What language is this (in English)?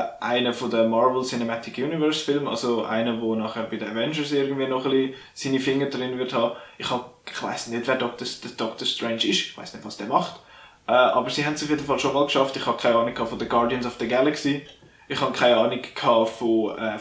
Swiss German